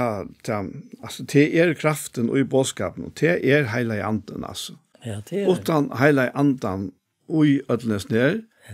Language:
Faroese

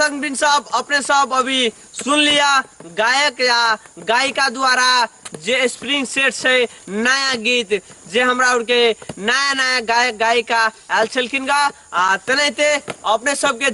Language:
Maithili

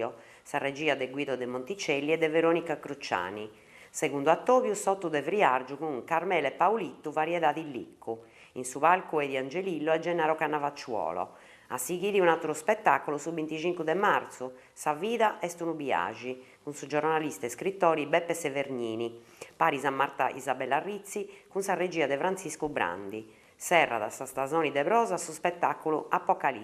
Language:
Sardinian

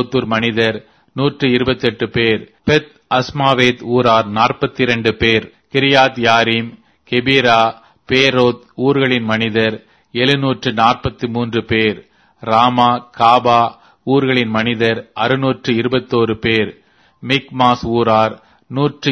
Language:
Tamil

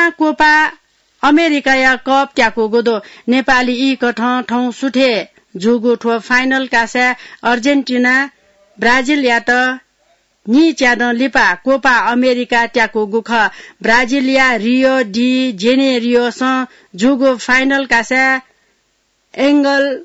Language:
Newari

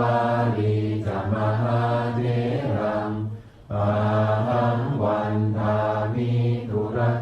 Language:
Pali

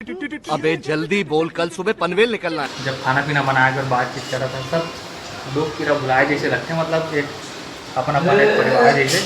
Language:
Chhattisgarhi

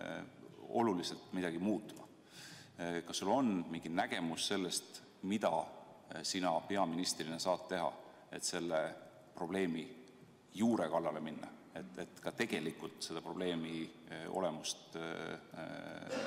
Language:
Estonian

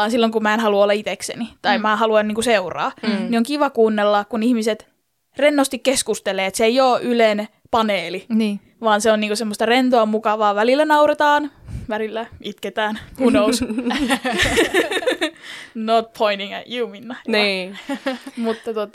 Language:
Finnish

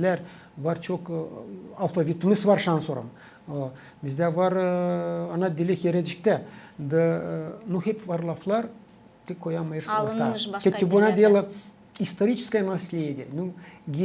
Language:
Gagauz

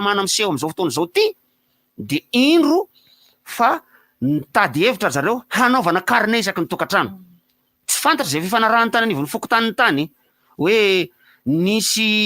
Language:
Malagasy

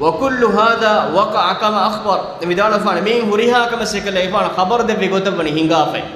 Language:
Divehi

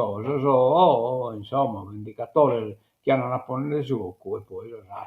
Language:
Sardinian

